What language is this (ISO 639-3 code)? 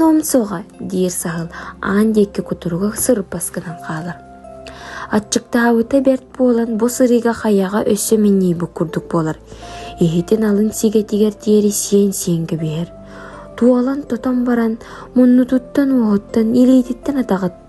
sah